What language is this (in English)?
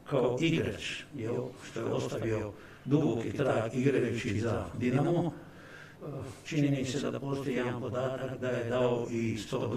Croatian